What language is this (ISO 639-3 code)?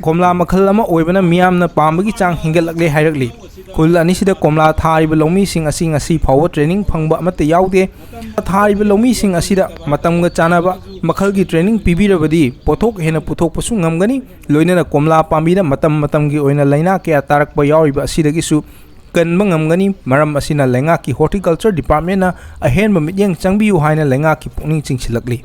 mni